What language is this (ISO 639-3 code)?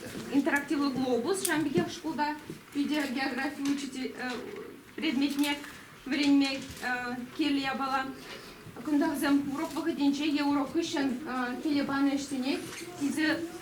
chv